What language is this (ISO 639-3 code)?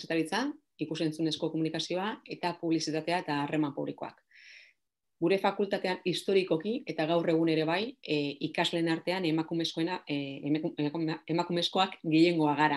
eus